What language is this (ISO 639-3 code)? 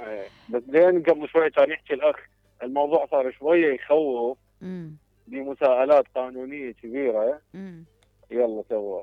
acm